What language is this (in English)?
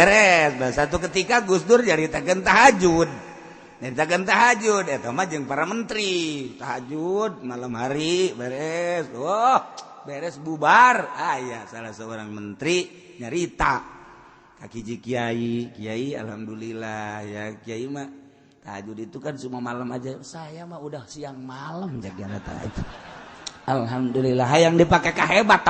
Sundanese